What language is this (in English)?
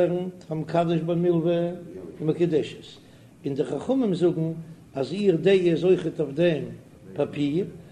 Yiddish